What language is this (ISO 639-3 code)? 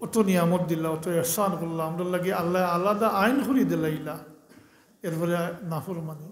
syl